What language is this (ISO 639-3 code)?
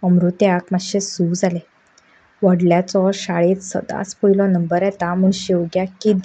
kok